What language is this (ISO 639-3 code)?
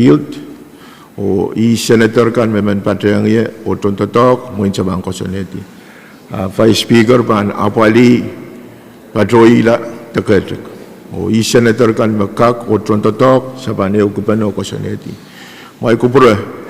pon